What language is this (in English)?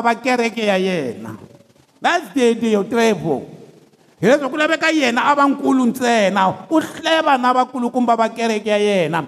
Tsonga